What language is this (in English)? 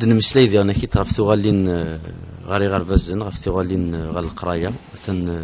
Kabyle